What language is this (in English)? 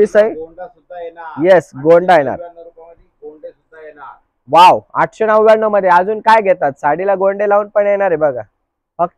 Marathi